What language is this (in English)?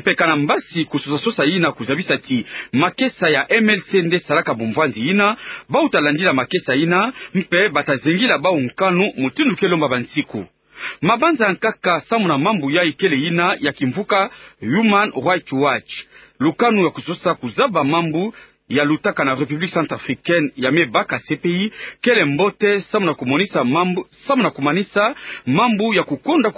Kituba (Democratic Republic of Congo)